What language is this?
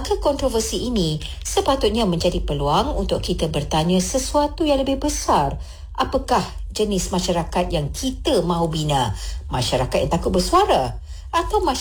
Malay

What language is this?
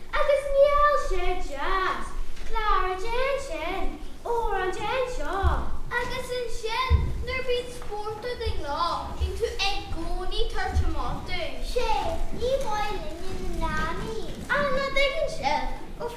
Irish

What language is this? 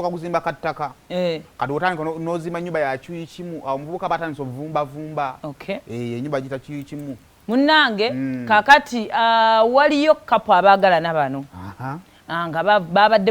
Ganda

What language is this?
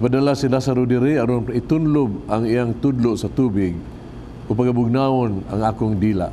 Cebuano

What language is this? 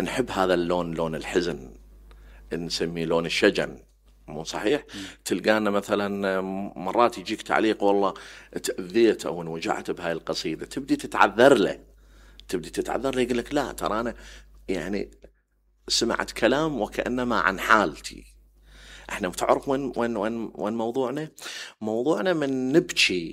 Mesopotamian Arabic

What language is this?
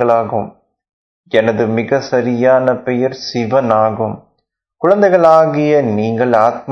Tamil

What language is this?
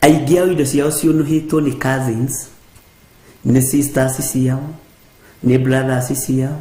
Kikuyu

